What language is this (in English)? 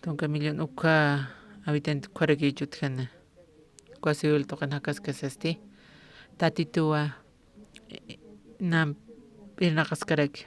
Aymara